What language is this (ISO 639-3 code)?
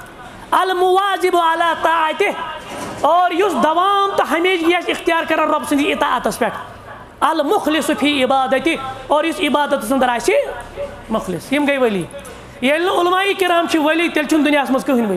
kas